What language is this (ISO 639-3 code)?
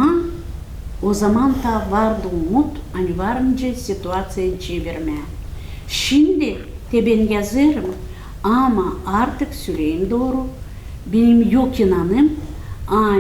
gag